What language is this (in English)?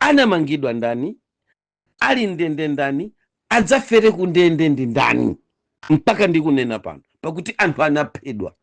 Nyanja